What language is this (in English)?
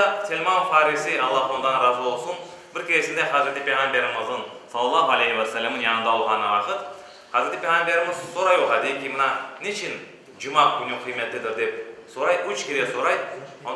Crimean Tatar